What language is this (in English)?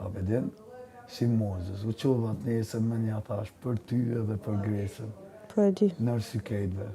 Albanian